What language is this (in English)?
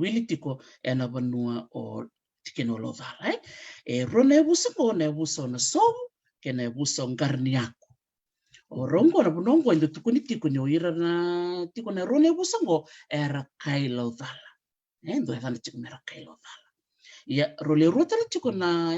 Fijian